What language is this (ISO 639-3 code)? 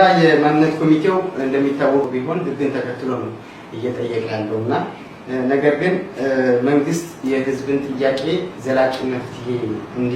amh